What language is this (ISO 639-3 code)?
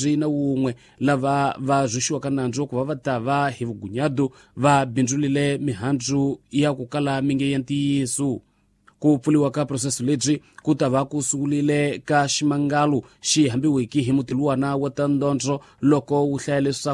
tso